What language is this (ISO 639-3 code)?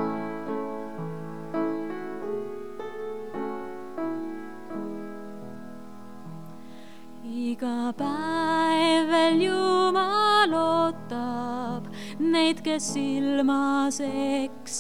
est